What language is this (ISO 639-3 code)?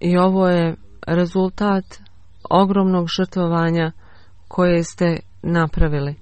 bos